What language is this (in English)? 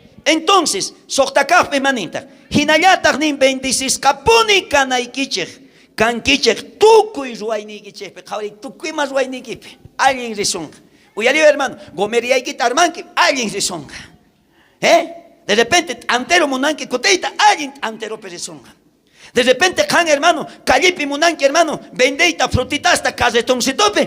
South Bolivian Quechua